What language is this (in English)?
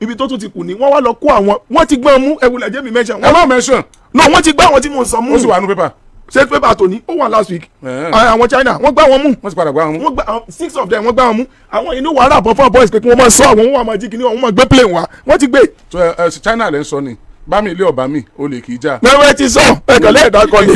Yoruba